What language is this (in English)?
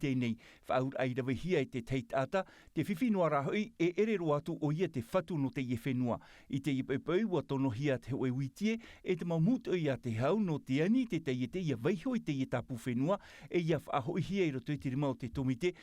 Tahitian